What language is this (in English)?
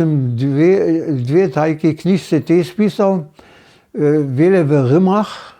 Upper Sorbian